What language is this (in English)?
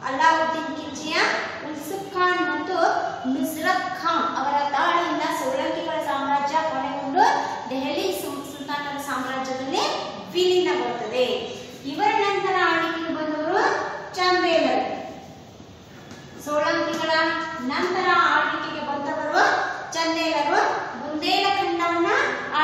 Kannada